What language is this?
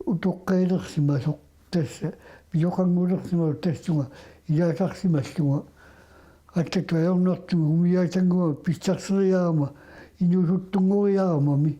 Kalaallisut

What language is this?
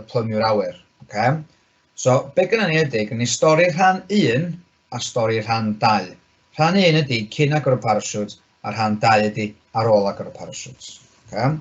Welsh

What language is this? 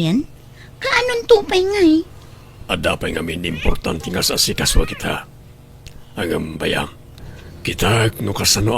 Iloko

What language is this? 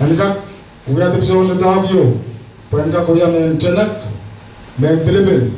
Pohnpeian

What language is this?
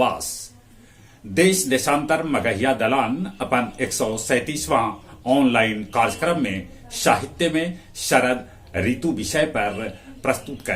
Magahi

